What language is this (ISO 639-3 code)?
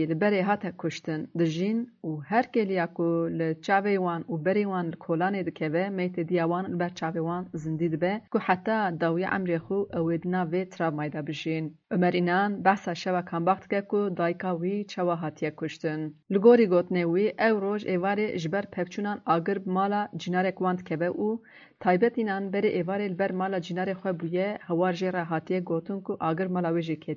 kur